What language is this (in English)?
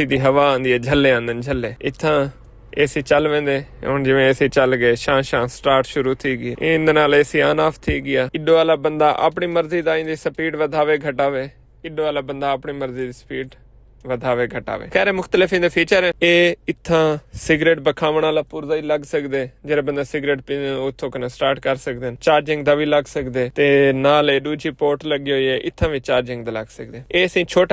Saraiki